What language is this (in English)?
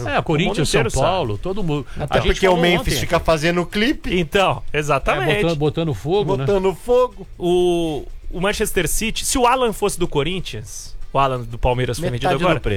Portuguese